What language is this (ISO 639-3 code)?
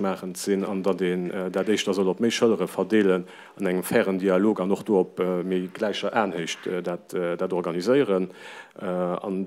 ltz